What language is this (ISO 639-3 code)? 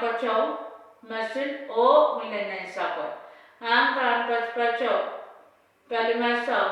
pon